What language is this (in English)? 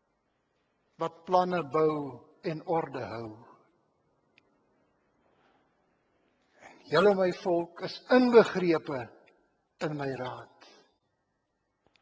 Afrikaans